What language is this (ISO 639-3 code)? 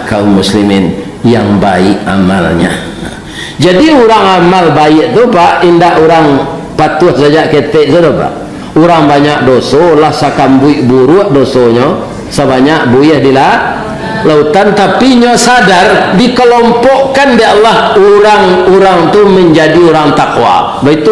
min